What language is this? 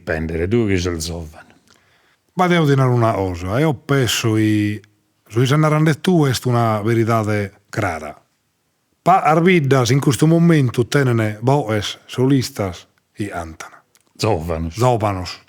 Sardinian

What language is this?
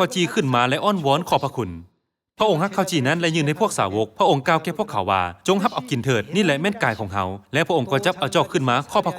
Lao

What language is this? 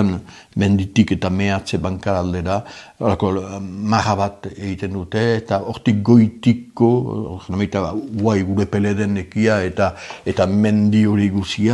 Basque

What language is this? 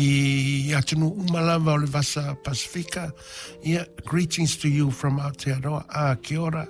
Samoan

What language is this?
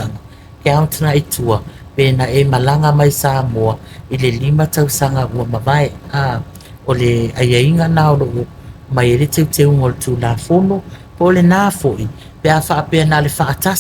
Samoan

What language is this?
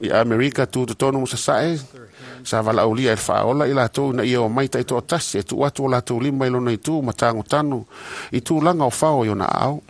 Samoan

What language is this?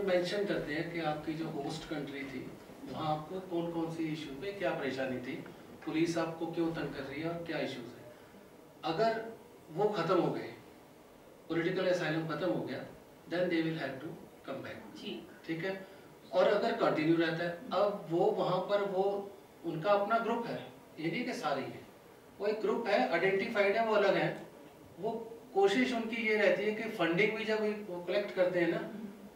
Hindi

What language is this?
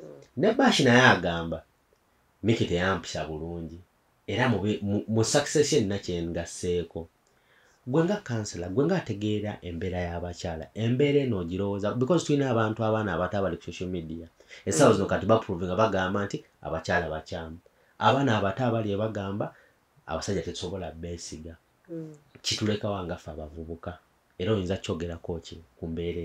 Ganda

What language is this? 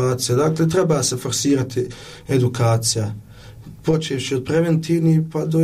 Croatian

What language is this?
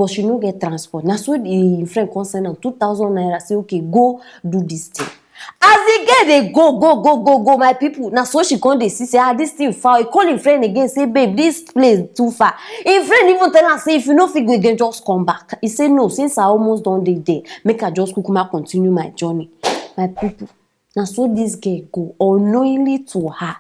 Nigerian Pidgin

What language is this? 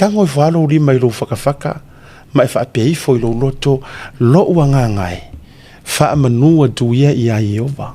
Samoan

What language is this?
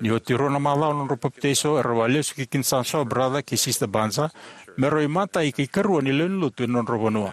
Fijian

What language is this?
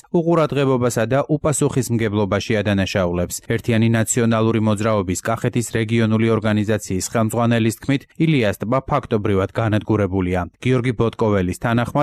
Georgian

